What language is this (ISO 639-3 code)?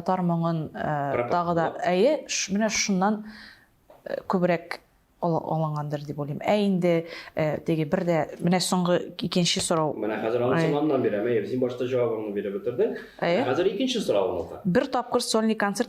tat